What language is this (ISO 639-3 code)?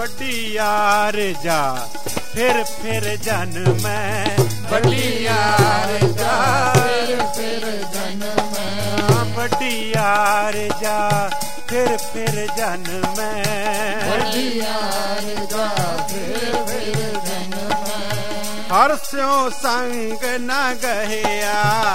hin